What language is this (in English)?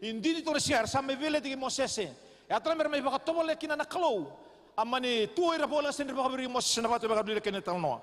Fijian